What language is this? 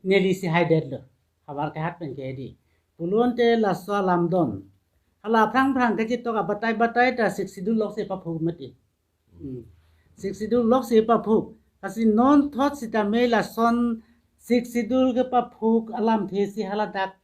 Karbi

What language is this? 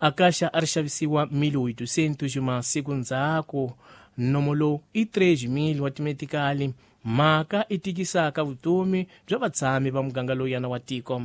Tsonga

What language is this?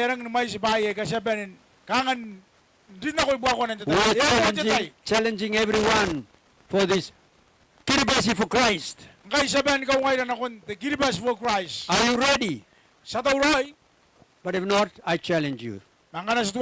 Gilbertese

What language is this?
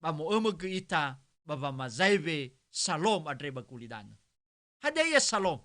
Nias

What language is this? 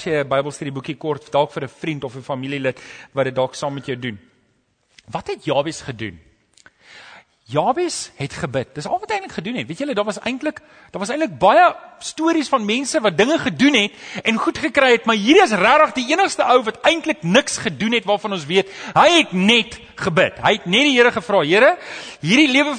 Afrikaans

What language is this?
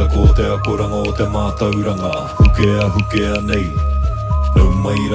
Māori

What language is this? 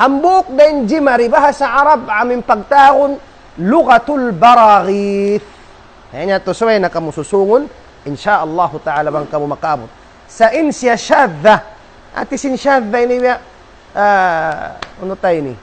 Tausug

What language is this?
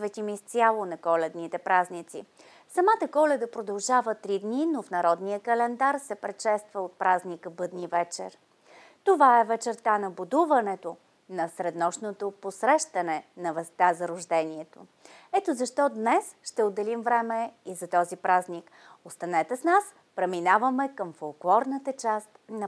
Bulgarian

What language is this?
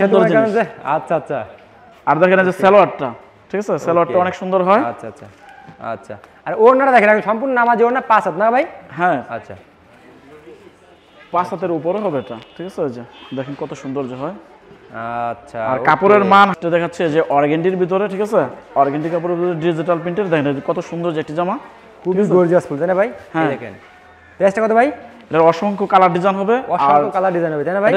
Bangla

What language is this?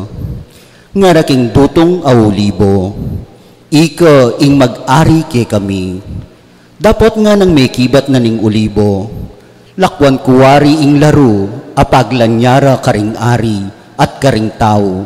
Pampanga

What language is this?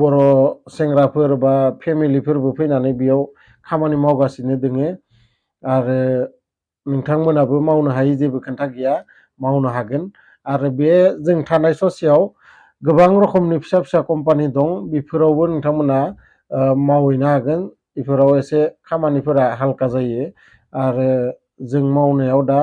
Bodo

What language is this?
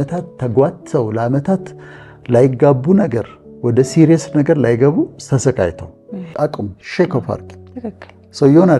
Amharic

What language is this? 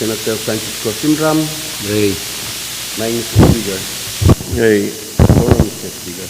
Pohnpeian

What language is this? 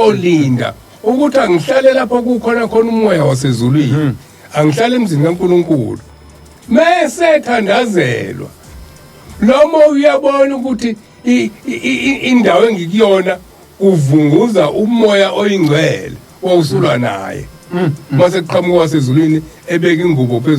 Zulu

